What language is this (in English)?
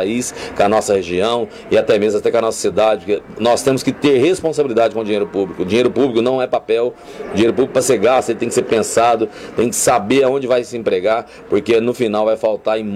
Portuguese